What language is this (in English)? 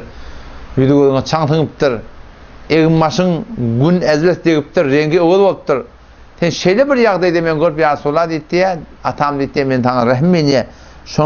Turkmen